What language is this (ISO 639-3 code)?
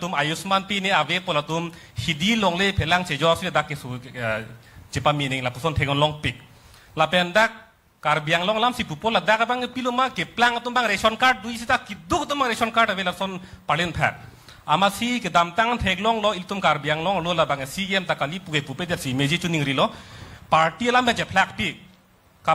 mjw